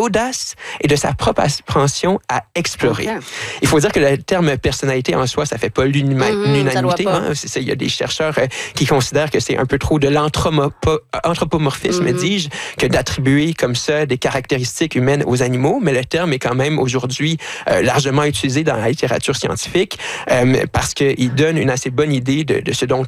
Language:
French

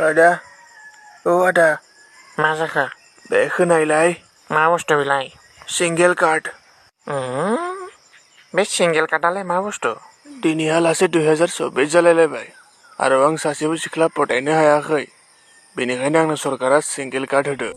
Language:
Bodo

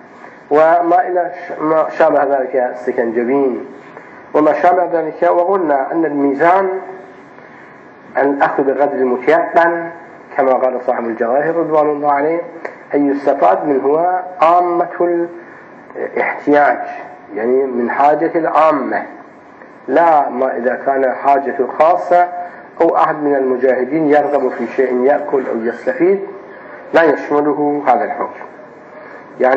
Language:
Arabic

